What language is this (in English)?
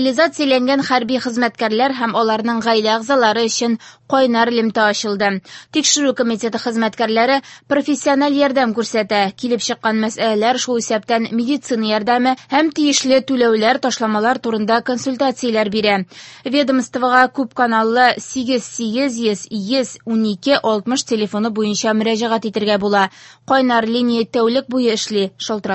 Tatar